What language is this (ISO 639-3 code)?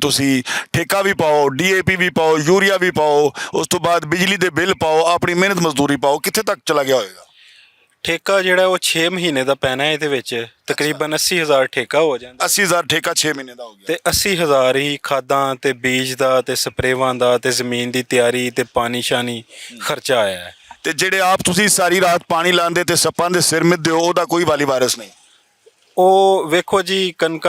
lah